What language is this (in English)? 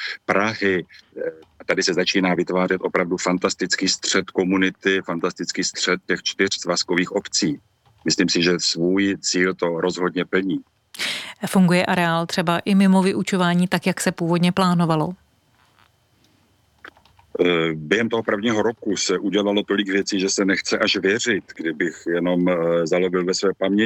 Czech